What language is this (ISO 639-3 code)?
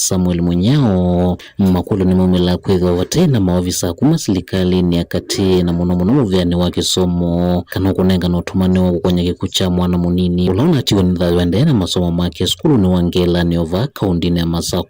kam